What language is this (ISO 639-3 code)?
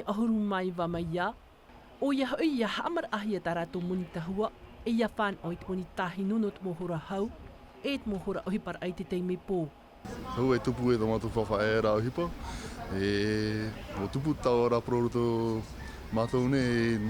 tah